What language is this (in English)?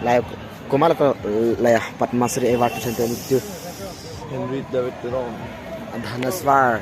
Karbi